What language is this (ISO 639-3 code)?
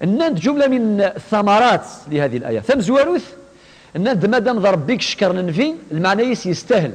kab